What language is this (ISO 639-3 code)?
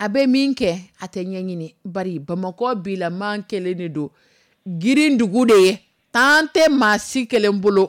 dyu